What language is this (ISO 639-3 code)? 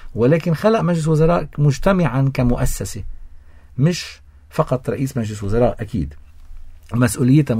apc